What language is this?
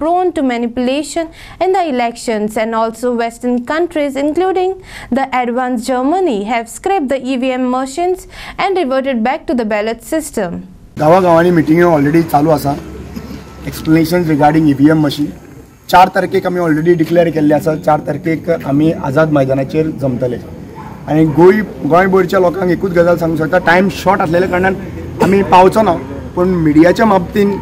Konkani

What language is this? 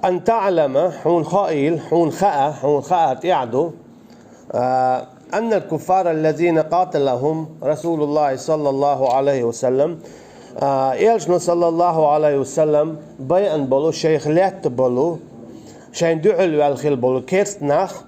Chechen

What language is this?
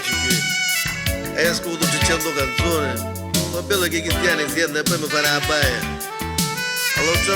Neapolitan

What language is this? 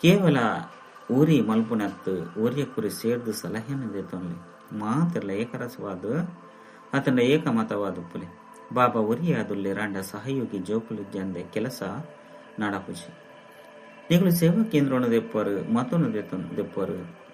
Tulu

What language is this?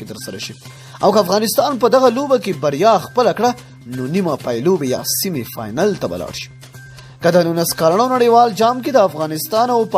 Pashto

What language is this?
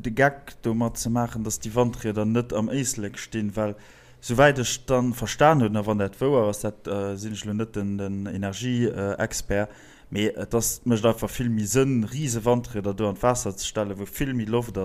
Luxembourgish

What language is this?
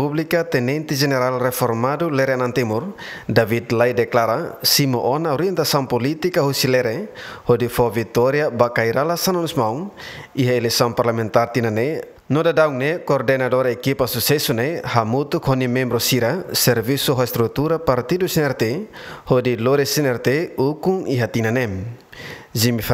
Tetum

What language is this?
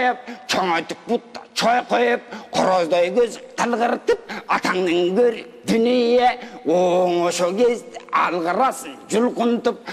Kyrgyz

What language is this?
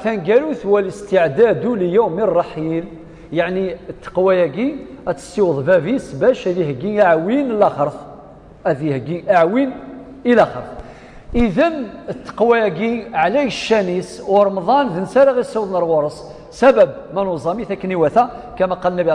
Kabyle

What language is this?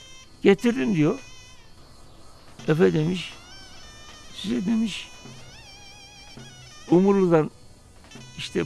Turkish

